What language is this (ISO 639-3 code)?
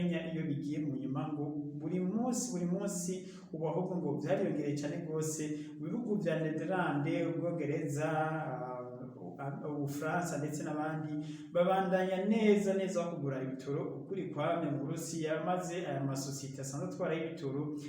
run